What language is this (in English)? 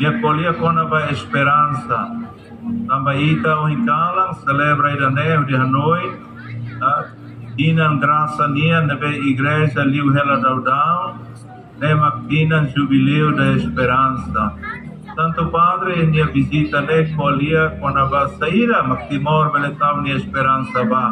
Tetum